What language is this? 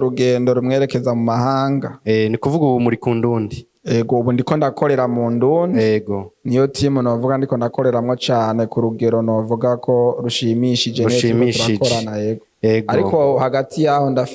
Rundi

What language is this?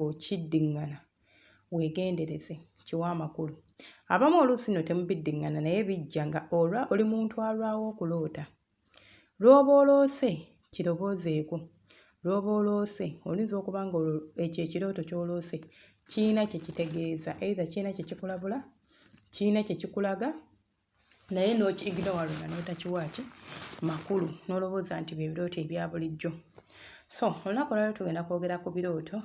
Ganda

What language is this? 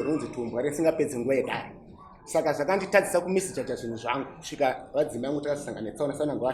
Shona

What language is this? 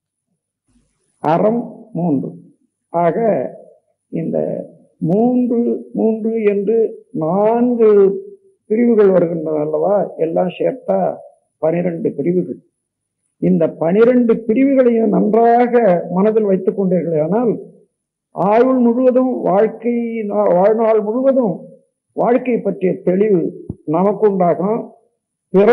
Tamil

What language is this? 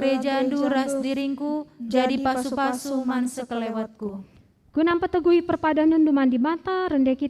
Batak Karo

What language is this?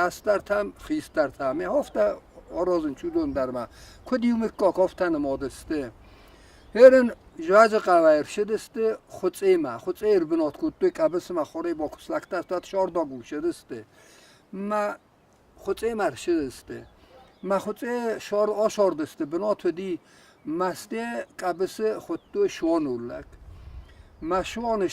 Ossetic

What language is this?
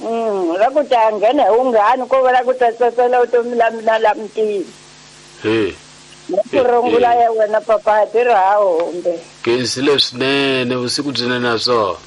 Tsonga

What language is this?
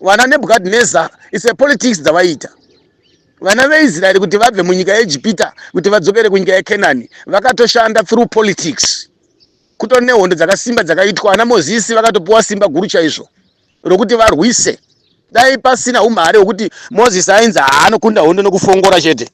Shona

